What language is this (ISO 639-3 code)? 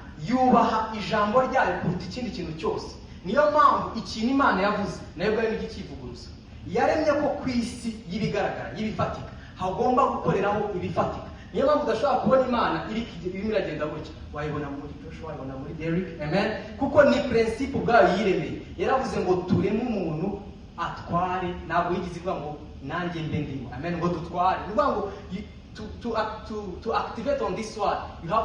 kin